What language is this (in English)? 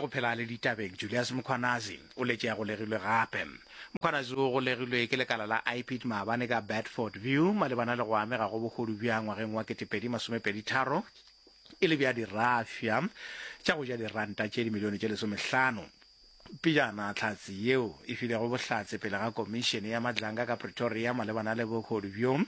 Northern Sotho